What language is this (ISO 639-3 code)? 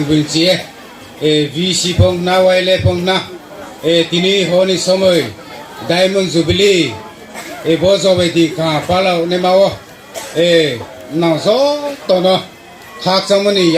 ria